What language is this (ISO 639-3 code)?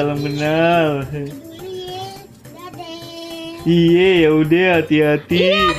bew